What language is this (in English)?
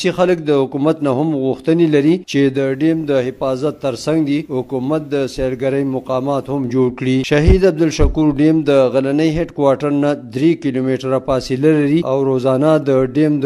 Pashto